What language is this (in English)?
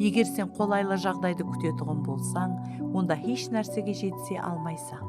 Kara-Kalpak